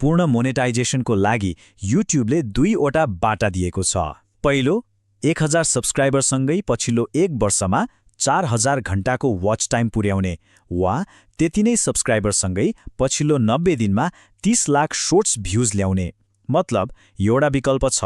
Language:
Nepali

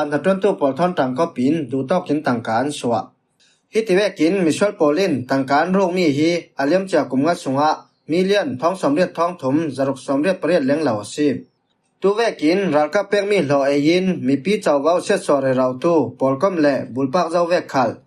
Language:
Falam Chin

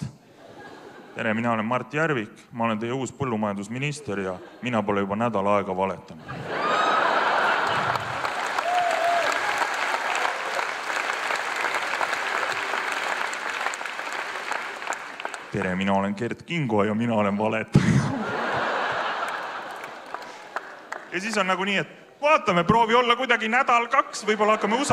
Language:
Estonian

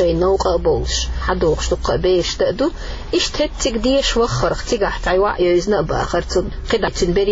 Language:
Chechen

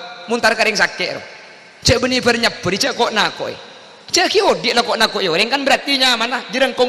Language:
Madurese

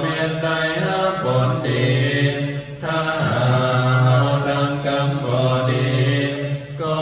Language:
Northeastern Thai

